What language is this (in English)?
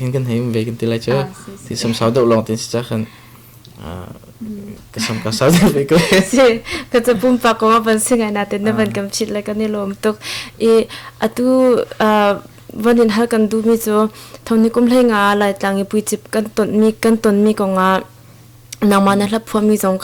Hakha Chin